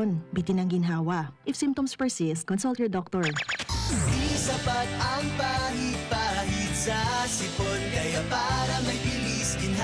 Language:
Bikol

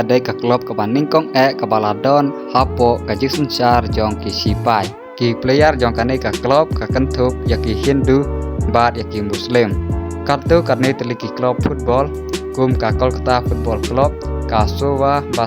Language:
Khasi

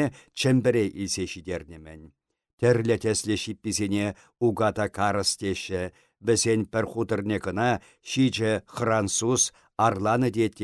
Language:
Chuvash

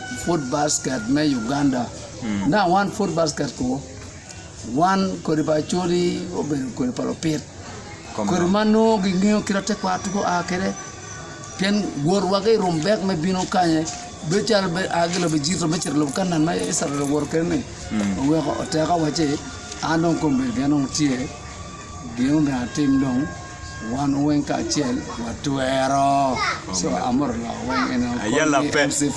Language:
Acoli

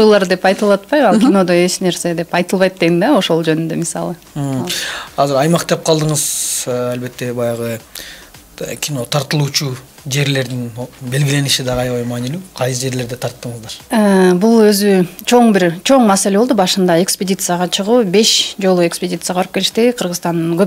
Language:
Kyrgyz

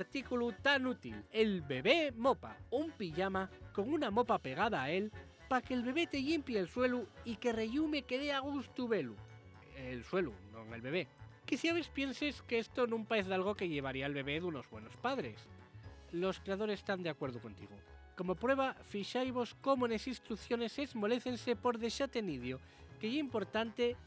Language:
Asturian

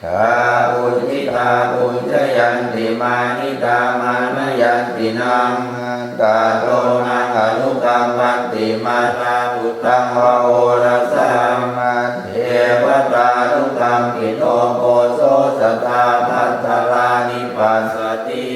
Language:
Pali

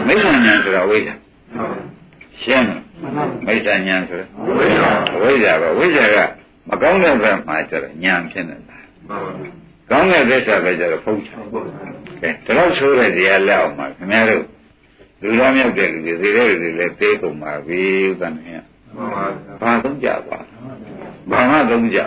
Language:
Burmese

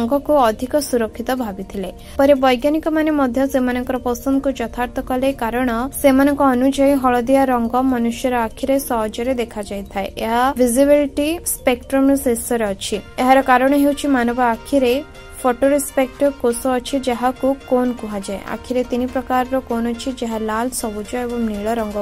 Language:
Odia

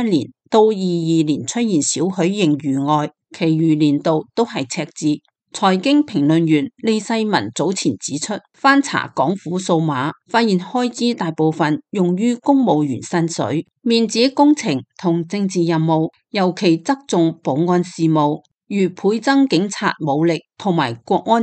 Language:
Cantonese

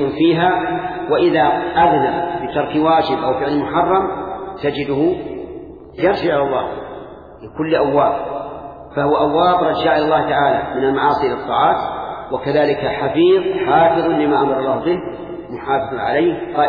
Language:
Arabic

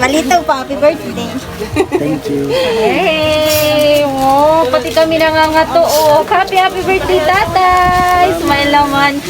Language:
Waray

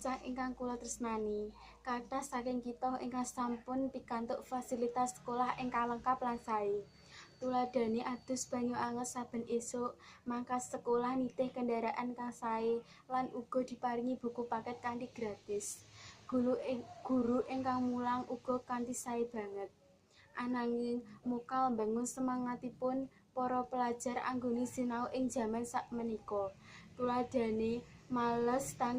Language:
Javanese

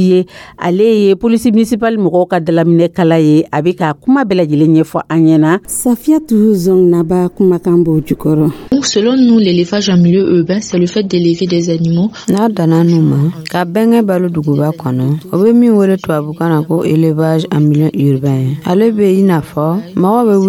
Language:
Dyula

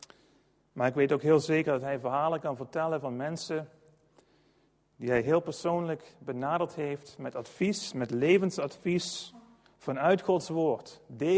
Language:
Dutch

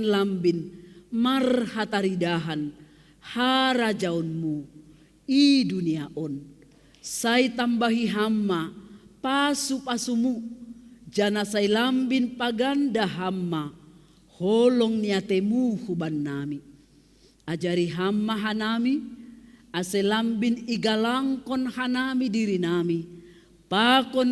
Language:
Batak Simalungun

